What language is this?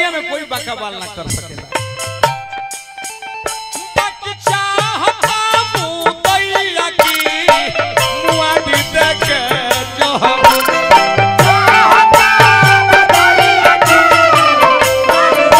Bhojpuri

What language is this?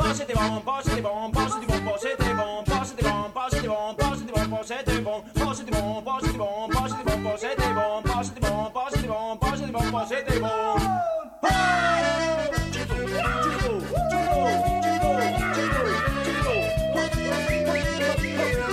Basque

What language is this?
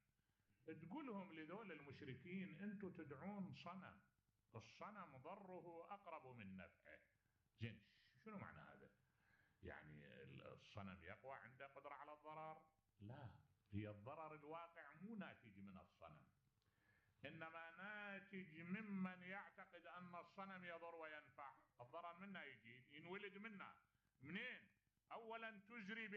Mesopotamian Arabic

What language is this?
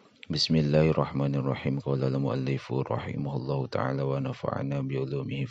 Sundanese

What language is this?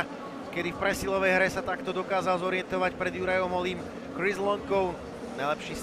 Slovak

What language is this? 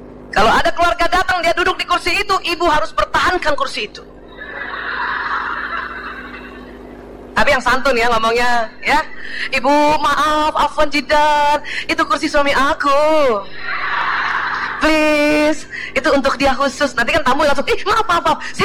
Indonesian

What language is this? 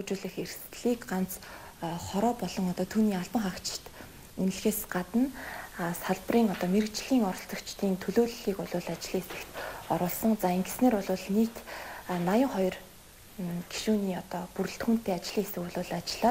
Mongolian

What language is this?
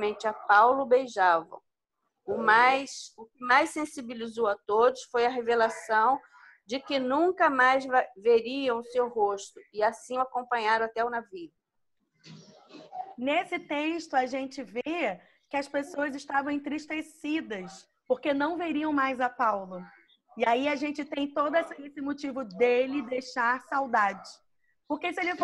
Portuguese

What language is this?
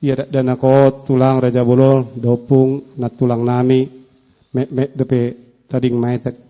Batak Toba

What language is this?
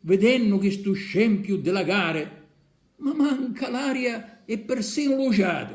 Sicilian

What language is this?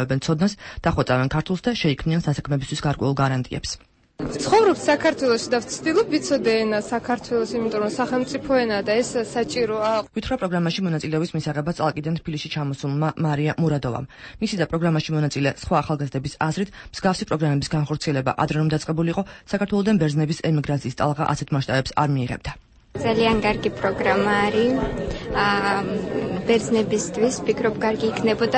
Georgian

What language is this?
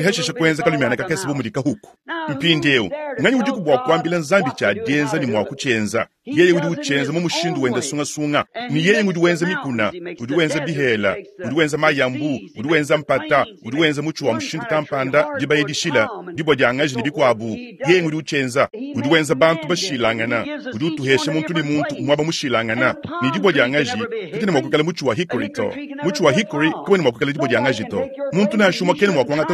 Luba-Lulua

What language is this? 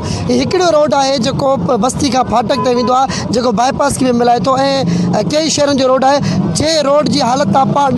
Sindhi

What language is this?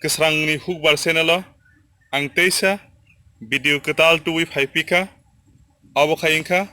Kok Borok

